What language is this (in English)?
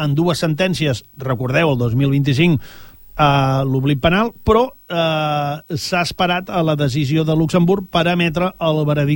Catalan